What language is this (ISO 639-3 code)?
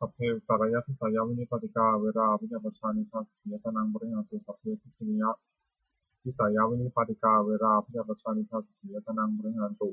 pli